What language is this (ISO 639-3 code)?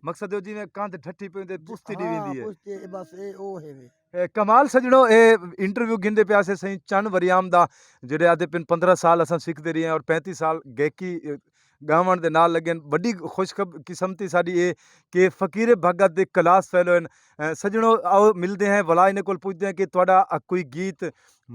skr